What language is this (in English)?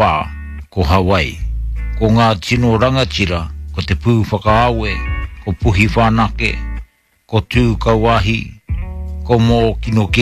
Māori